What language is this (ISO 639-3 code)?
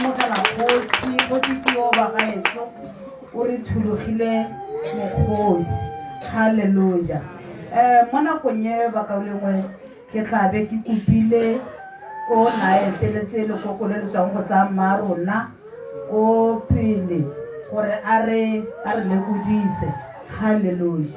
tsn